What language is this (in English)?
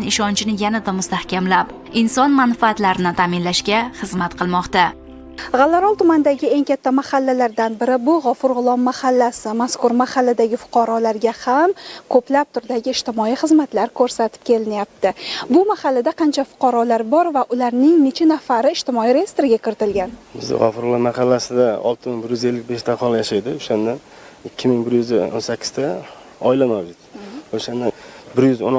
Uzbek